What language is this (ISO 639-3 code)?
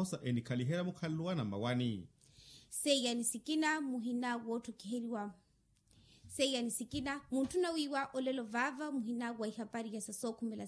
vmw